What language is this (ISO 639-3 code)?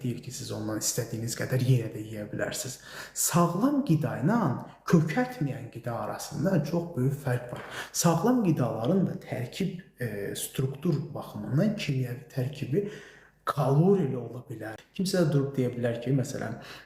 aze